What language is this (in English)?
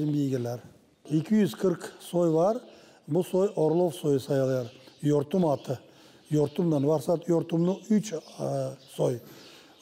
Gagauz